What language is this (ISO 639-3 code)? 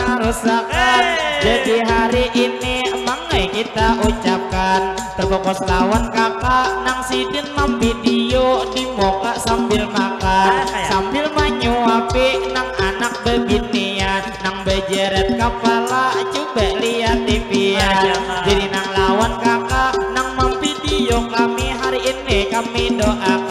bjn